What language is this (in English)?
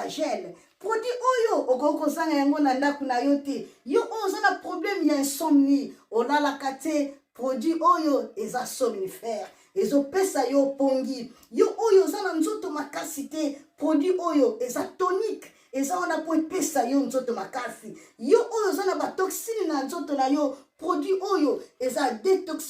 Lingala